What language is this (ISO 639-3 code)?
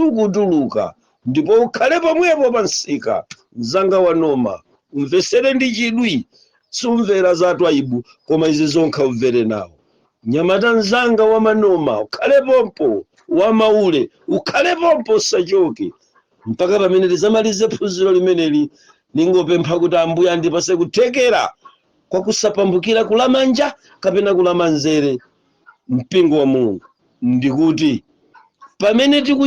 nya